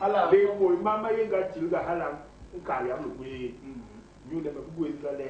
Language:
Basaa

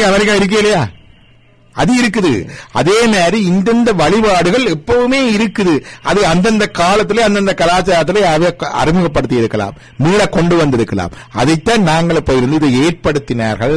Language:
Tamil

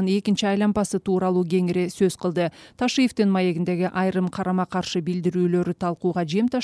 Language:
Kyrgyz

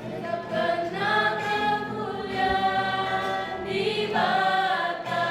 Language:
Batak Karo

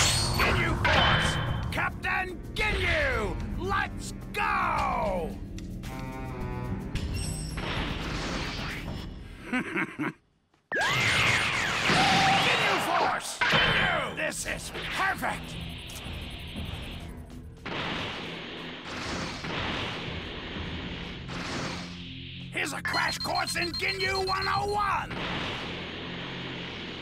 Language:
English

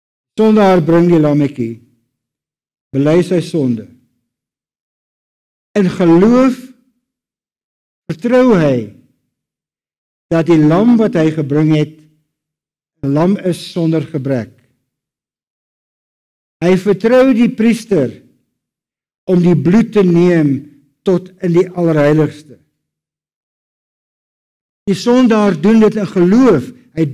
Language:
Afrikaans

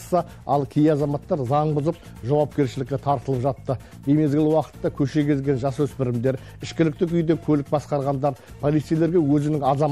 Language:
Kazakh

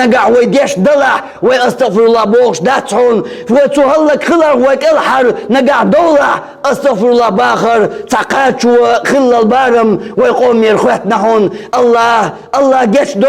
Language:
Chechen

